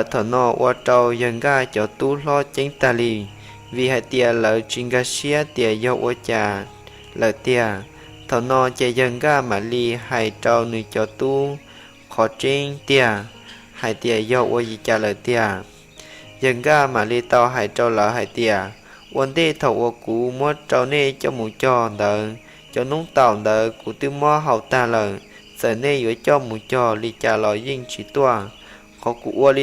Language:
Hmong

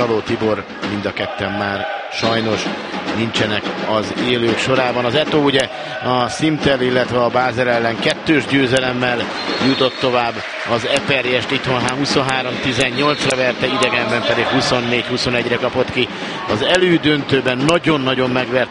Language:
Hungarian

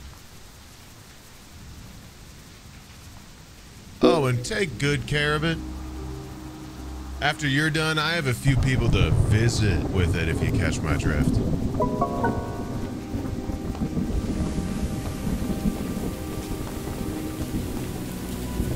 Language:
English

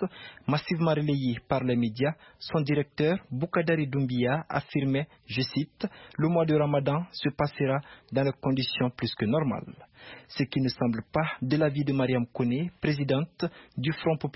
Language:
French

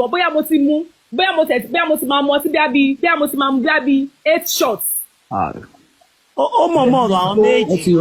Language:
Yoruba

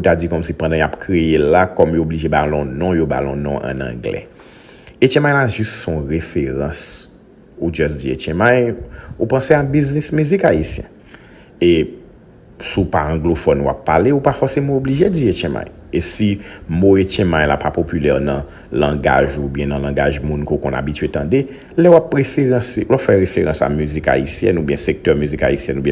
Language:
Haitian Creole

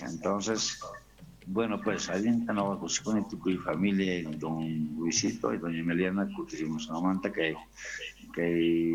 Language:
Quechua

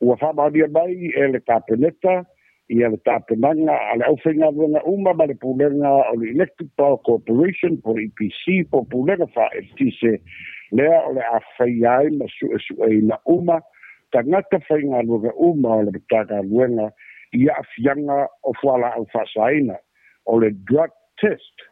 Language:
Samoan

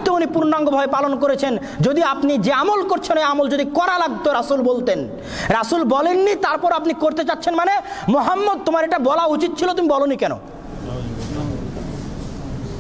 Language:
Bangla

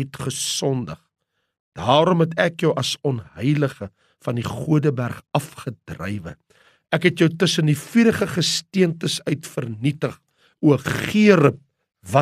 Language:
Afrikaans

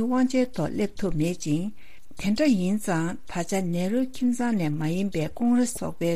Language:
Tibetan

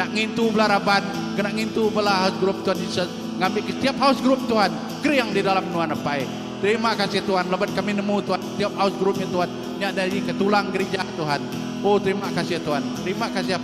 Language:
Iban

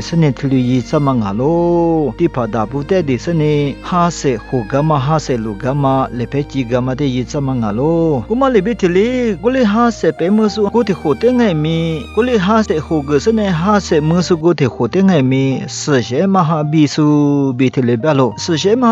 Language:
Lisu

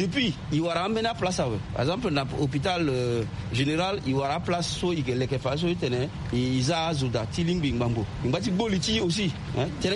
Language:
Sango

